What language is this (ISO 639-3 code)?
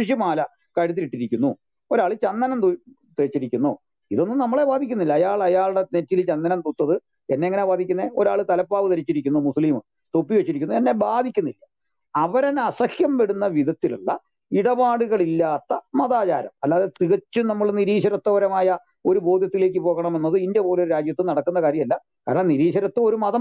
mal